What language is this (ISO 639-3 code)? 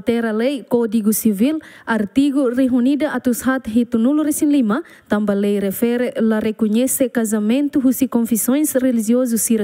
tet